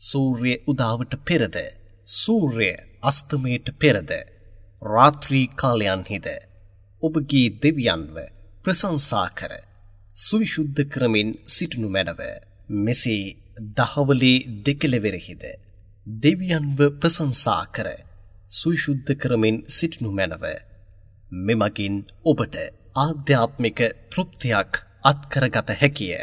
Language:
Sinhala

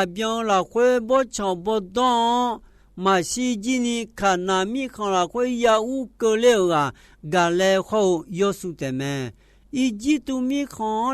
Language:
Akha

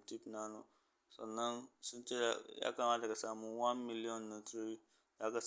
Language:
Hausa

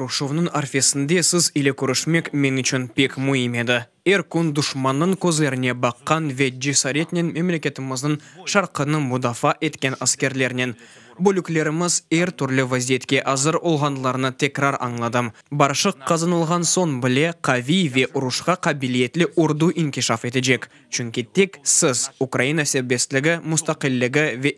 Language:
Crimean Tatar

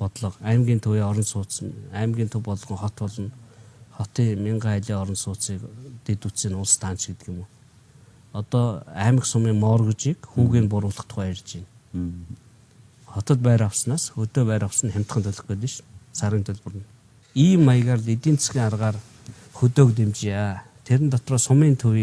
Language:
Mongolian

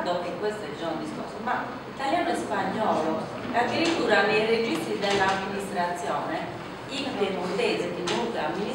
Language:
Italian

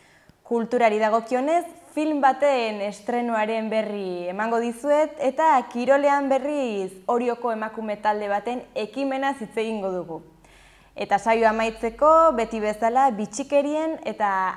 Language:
Basque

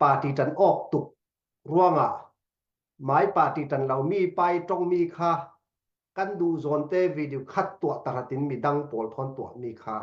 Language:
Falam Chin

